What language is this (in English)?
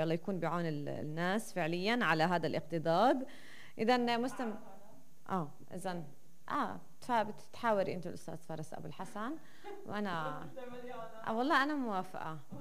North Levantine Arabic